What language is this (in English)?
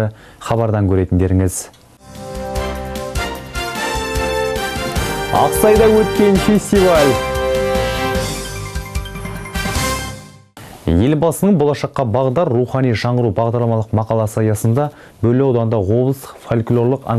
Kazakh